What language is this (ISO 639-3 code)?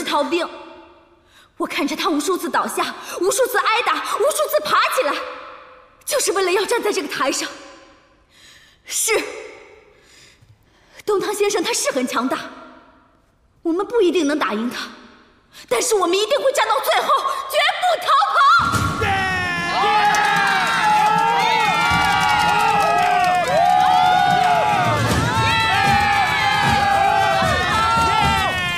zho